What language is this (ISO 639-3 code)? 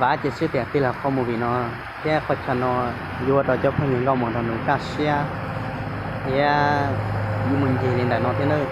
hmn